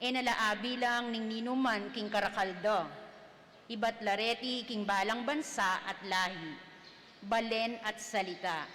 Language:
Pampanga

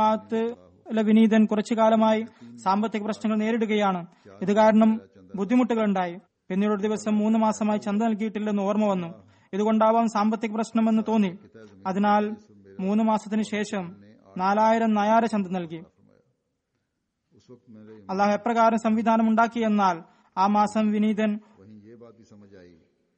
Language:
Malayalam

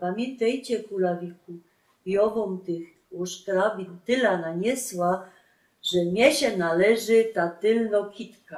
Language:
Silesian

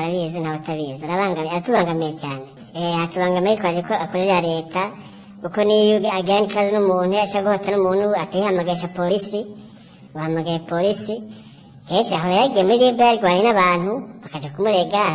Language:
Kinyarwanda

